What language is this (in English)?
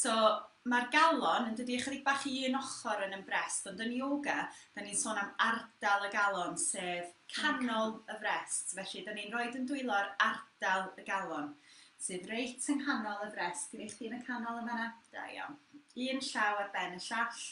Welsh